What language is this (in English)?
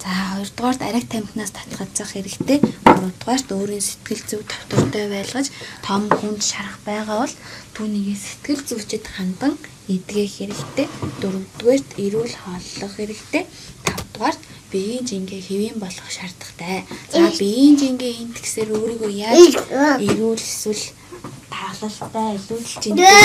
Mongolian